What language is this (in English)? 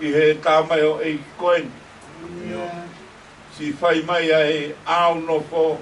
Tongan